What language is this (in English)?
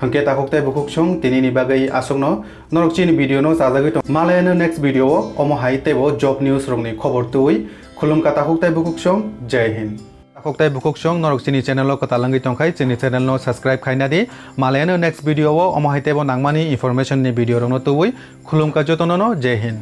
Kok Borok